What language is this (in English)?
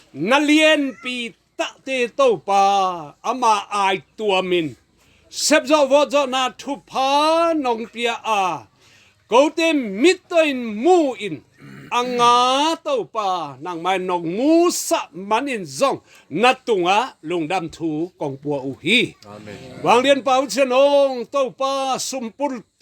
Tedim Chin